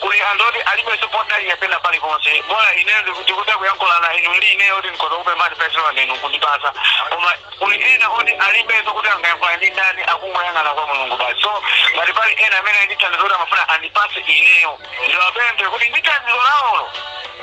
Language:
Nyanja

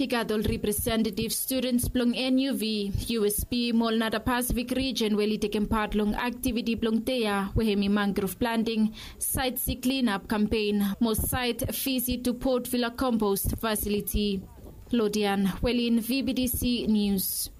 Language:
Bislama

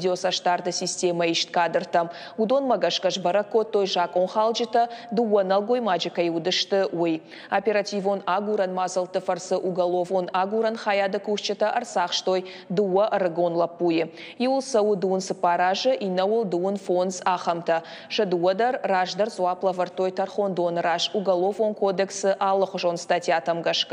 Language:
Ossetic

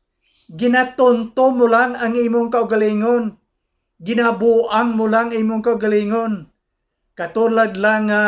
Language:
Hiligaynon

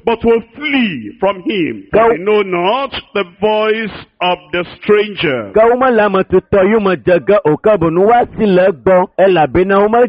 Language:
Ewe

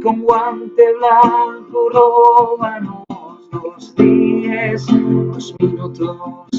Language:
Asturian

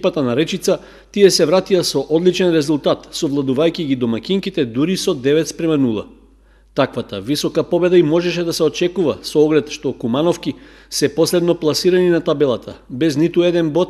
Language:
Macedonian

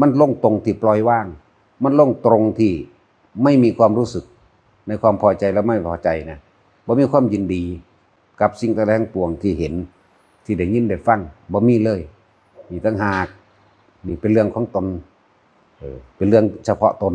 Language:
Northeastern Thai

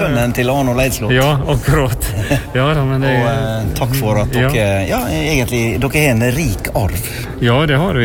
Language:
Norwegian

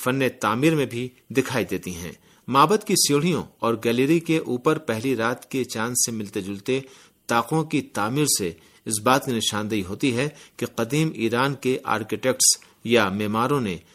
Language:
Urdu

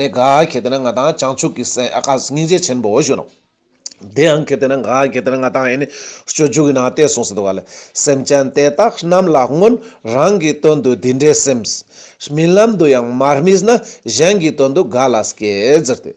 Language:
Ladakhi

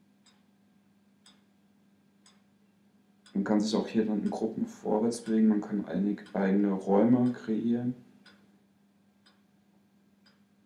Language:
German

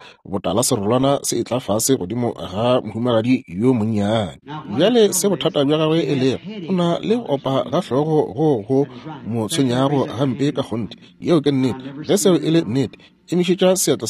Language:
Northern Sotho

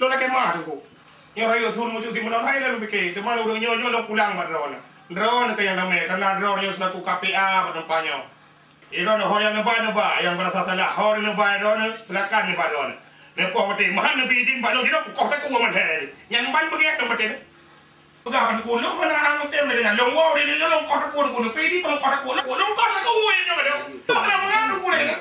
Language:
Achinese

